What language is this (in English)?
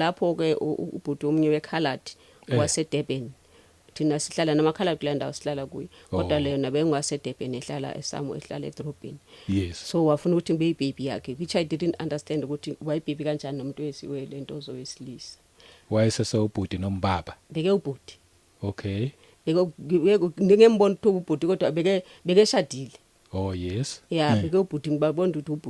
Zulu